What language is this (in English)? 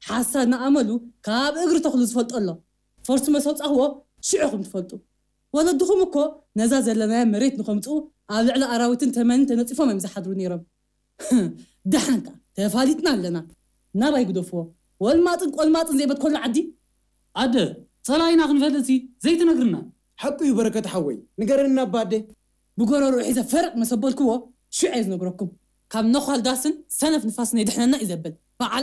Tigrinya